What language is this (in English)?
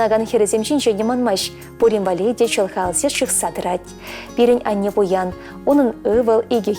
Chuvash